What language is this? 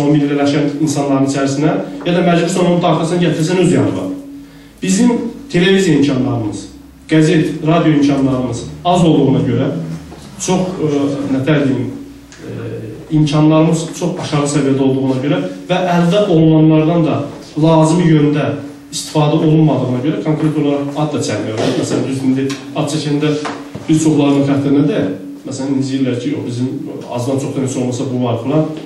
South Azerbaijani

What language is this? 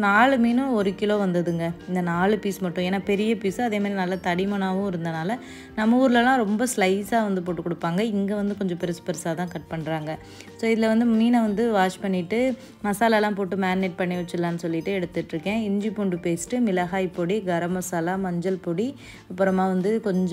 Tamil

